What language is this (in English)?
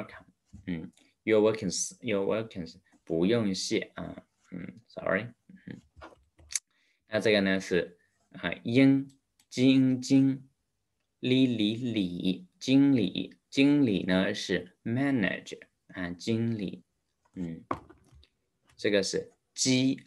Chinese